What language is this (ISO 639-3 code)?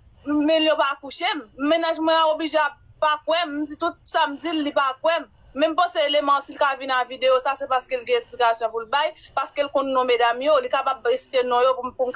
hat